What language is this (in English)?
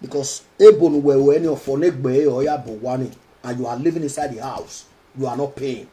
Nigerian Pidgin